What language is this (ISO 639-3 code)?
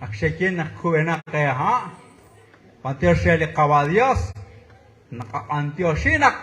kek